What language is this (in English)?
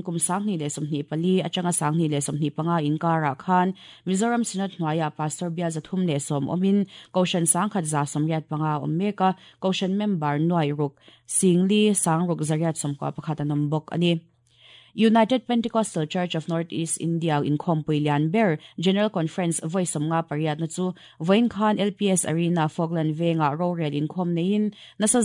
Mizo